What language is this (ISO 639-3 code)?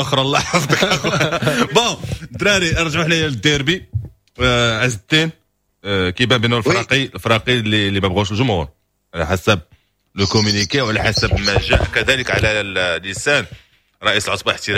ary